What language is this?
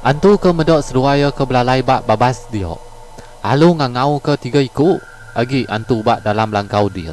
Iban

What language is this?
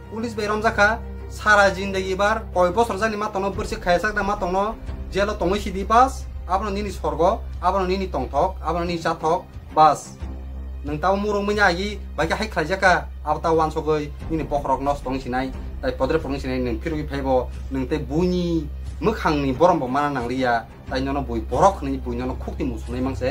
Kok Borok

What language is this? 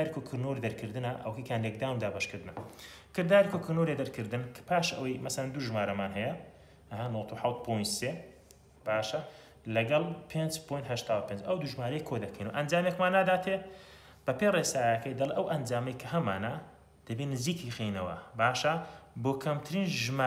Central Kurdish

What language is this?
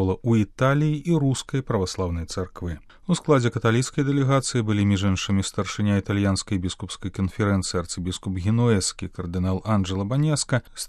Belarusian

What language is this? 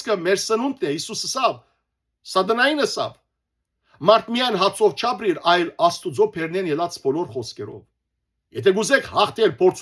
Western Armenian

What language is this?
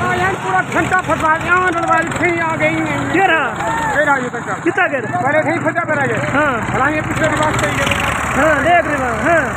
Saraiki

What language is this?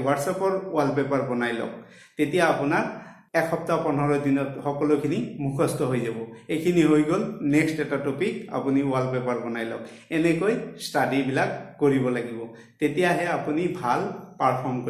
Assamese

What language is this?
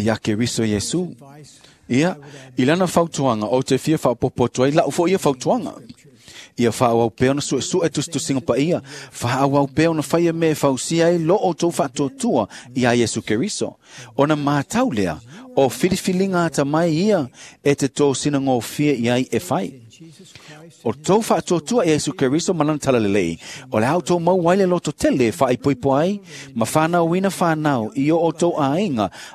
Samoan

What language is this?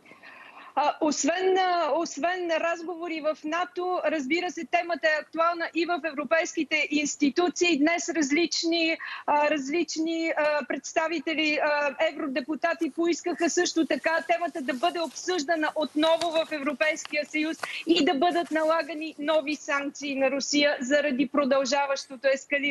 Bulgarian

